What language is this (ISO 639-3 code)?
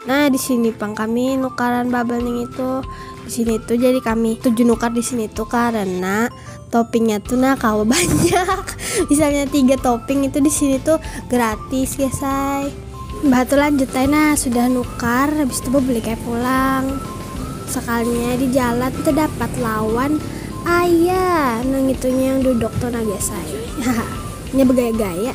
bjn